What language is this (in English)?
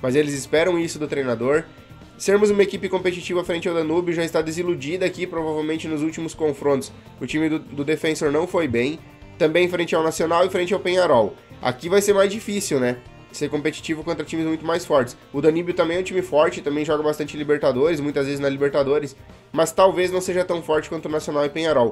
Portuguese